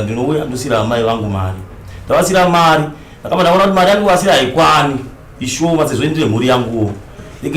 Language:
Shona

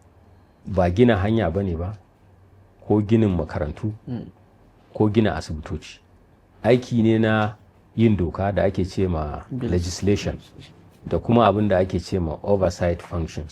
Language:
Hausa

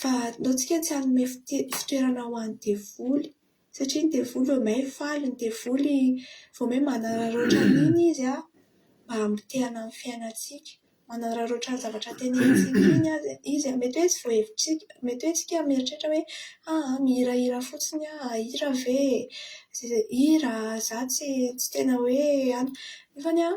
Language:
Malagasy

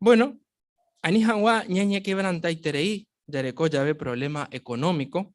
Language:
Guarani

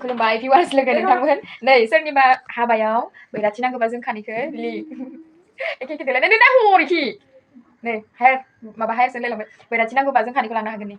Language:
Bodo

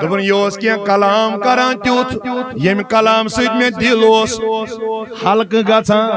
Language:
Kashmiri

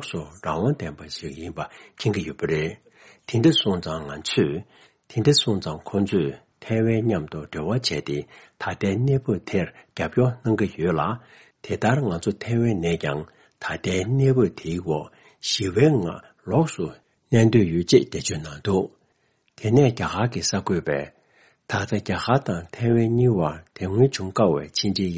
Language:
Tibetan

